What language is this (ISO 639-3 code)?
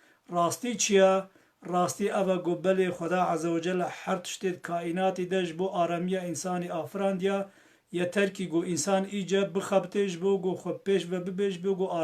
kur